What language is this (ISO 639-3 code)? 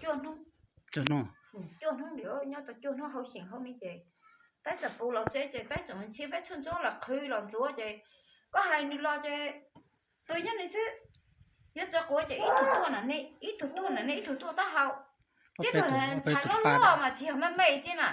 hmn